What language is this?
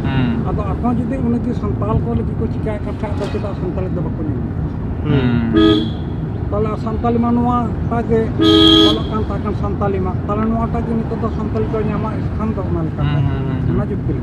Santali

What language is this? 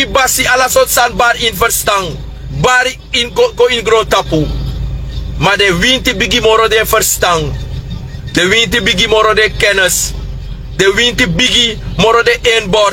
Sranan Tongo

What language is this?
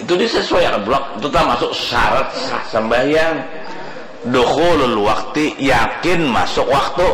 Banjar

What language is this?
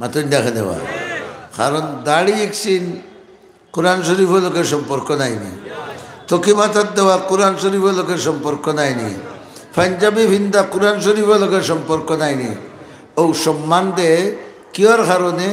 Sylheti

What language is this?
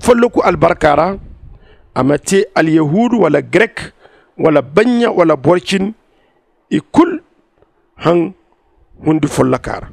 Zarma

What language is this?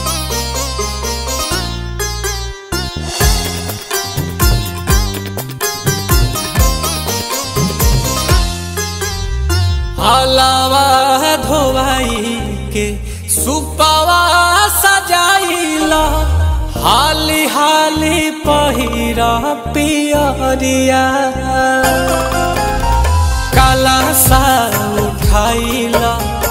Bhojpuri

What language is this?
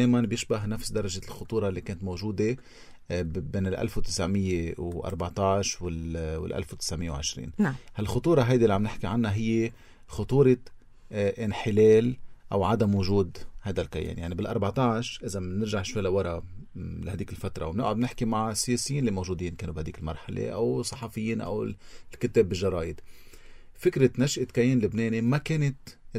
North Levantine Arabic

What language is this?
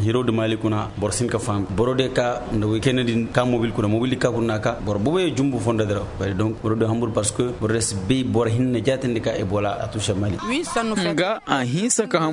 Koyraboro Senni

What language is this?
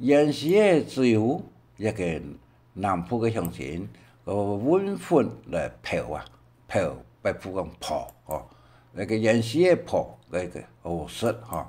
Hakka Chinese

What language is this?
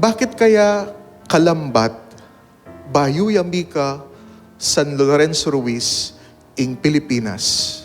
Pampanga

